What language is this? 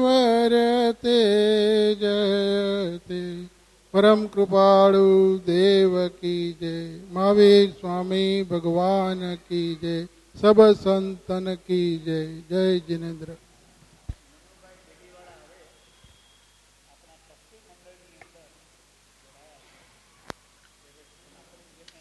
Gujarati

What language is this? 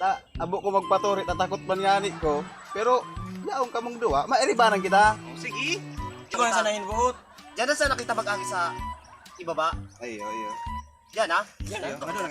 Bikol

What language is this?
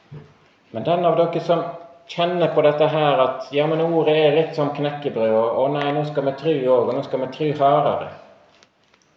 Norwegian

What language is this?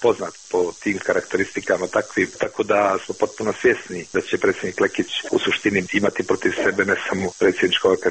Serbian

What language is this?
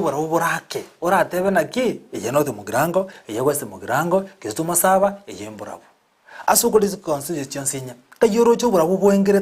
Gusii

